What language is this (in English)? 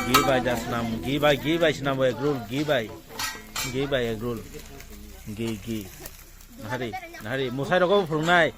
Kok Borok